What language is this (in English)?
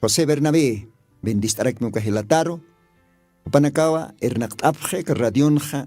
Aymara